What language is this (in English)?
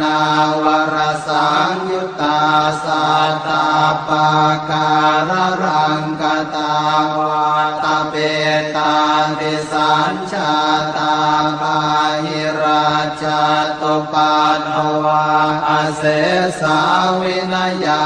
Pali